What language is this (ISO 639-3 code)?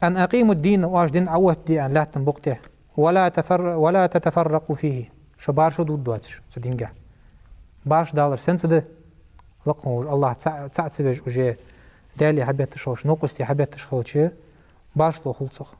inh